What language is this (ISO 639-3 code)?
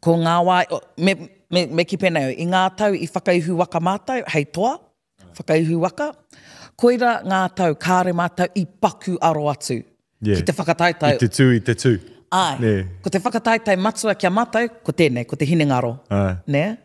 mri